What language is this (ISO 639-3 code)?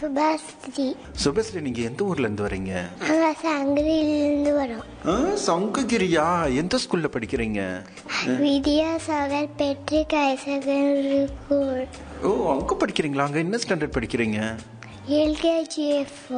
tam